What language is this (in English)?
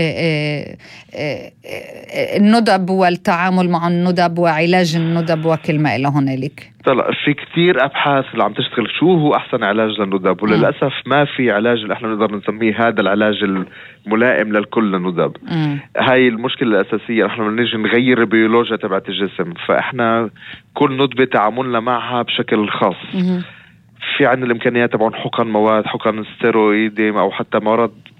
North Levantine Arabic